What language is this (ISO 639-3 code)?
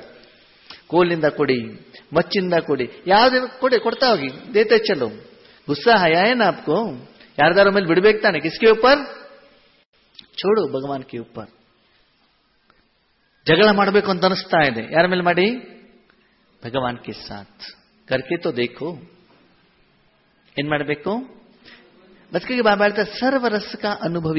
kan